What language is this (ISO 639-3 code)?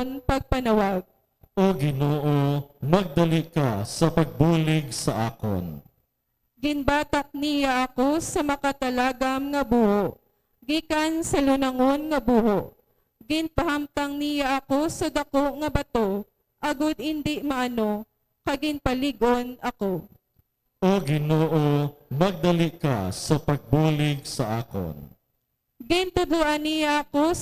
hil